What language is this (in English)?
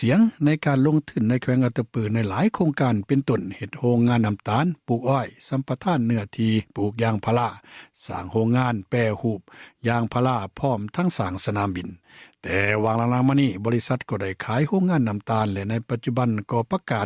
Lao